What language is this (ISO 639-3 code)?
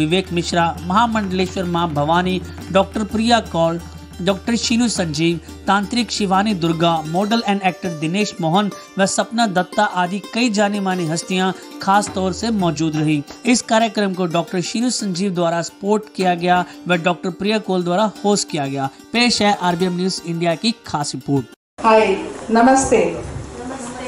hin